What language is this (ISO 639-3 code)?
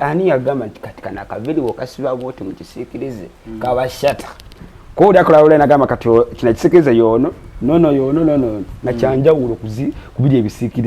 lug